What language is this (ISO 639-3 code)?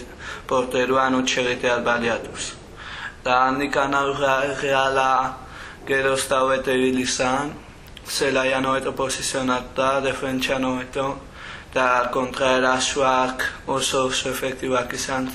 eus